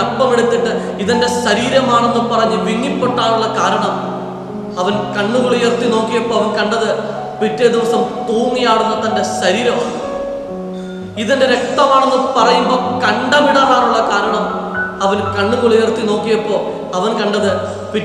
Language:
Malayalam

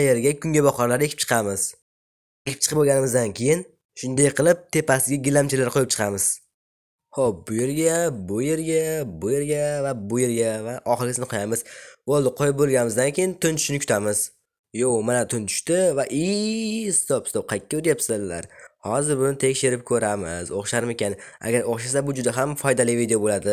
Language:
Uzbek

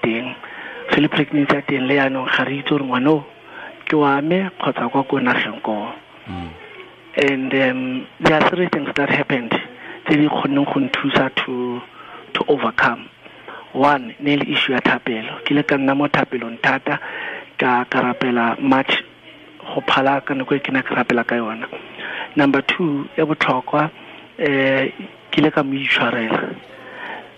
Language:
Tswana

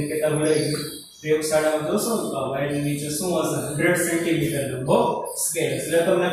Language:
Gujarati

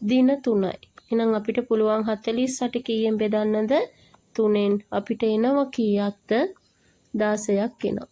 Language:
Sinhala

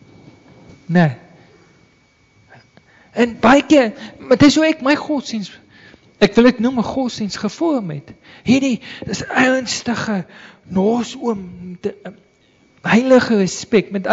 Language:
Afrikaans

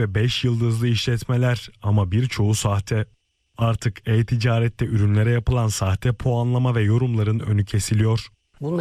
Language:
Turkish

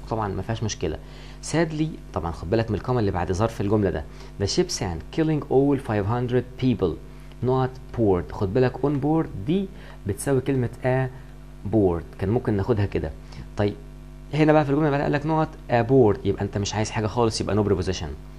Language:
Egyptian Arabic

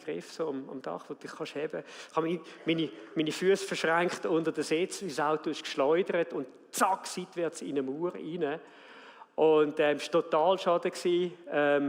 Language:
Swiss German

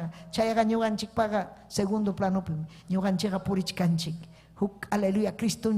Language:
Ayacucho Quechua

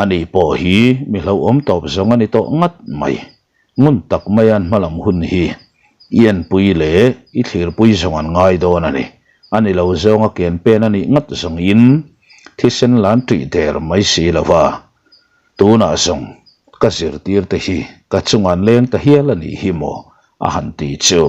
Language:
Mizo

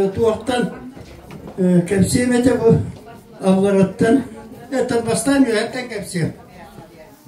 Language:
Yakut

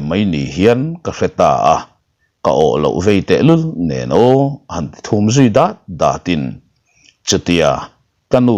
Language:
Mizo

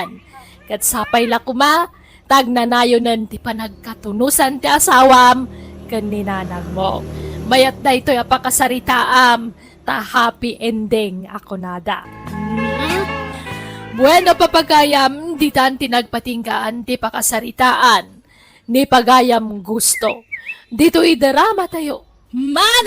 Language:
Iloko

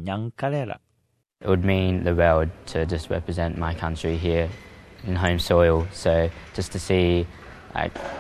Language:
Filipino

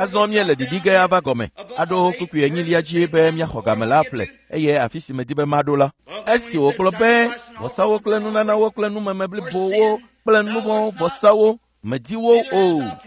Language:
Ewe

